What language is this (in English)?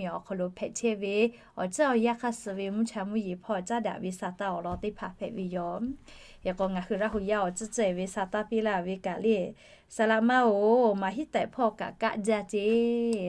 Lahu